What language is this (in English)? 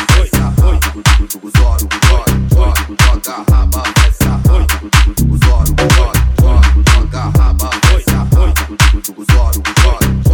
Portuguese